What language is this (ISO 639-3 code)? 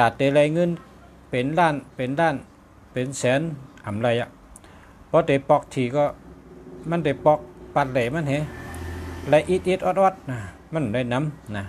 shn